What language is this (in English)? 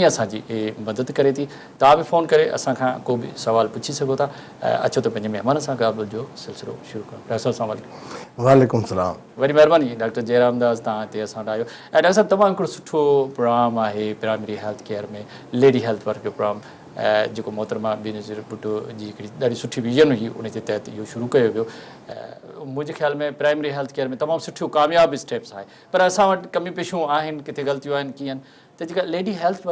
Sindhi